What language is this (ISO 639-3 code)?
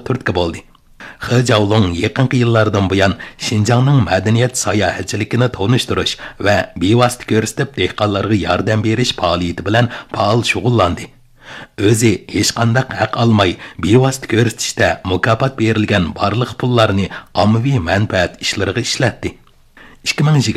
uig